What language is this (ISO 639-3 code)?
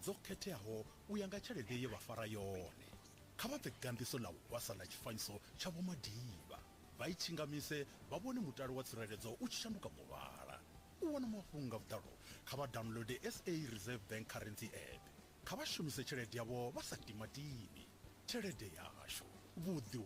ven